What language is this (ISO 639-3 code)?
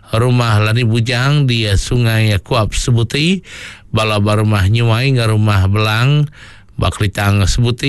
iba